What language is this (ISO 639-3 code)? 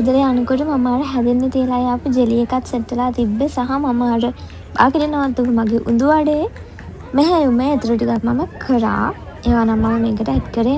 sin